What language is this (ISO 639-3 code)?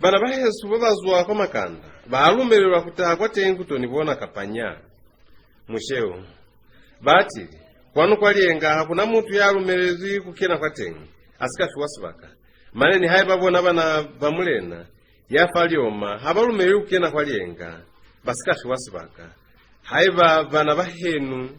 loz